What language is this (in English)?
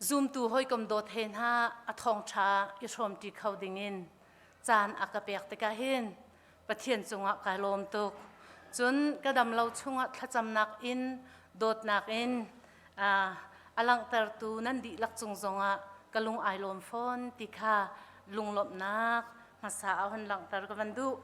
Hakha Chin